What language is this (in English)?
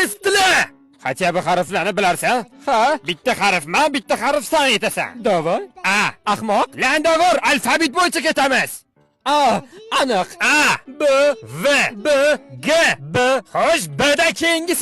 Uzbek